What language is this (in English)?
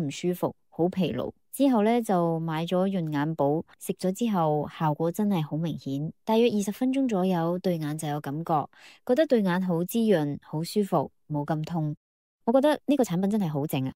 Cantonese